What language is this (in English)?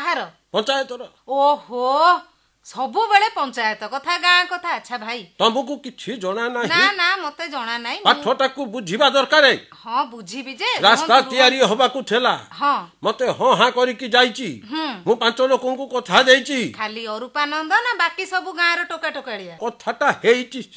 Odia